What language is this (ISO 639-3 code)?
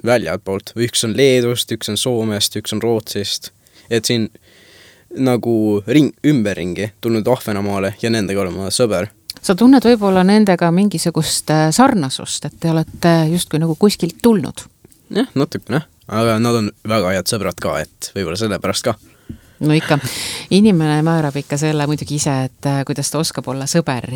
est